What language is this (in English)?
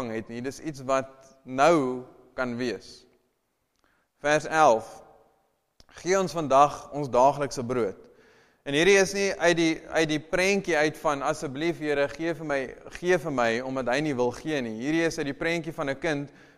Afrikaans